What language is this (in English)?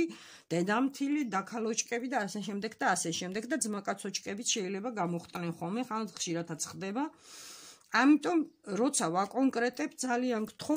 Georgian